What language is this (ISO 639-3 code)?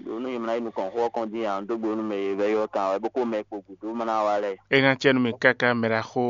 fon